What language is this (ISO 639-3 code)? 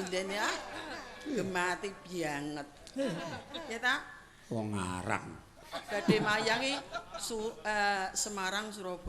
jav